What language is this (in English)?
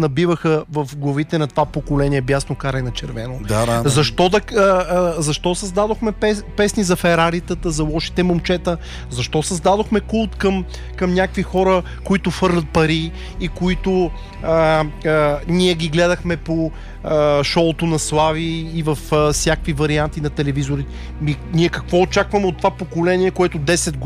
Bulgarian